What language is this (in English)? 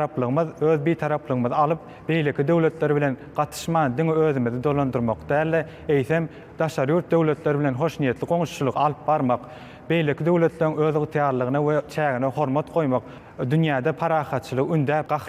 Turkmen